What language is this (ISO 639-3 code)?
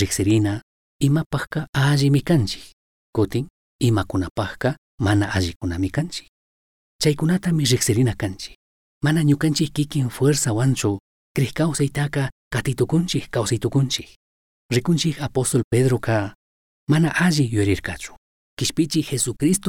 qug